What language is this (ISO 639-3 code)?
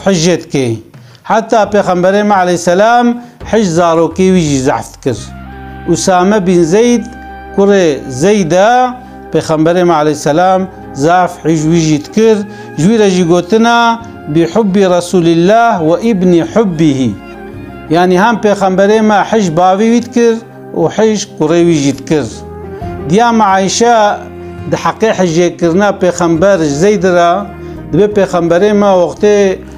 kur